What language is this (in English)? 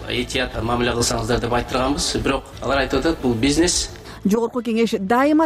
Kyrgyz